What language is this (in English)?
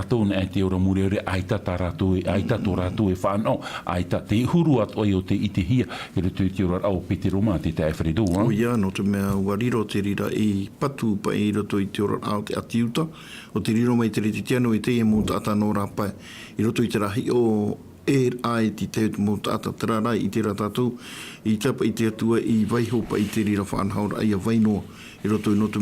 Tahitian